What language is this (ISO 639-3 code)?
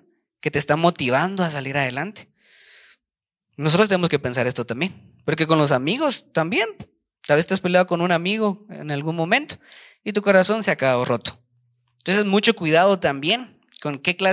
spa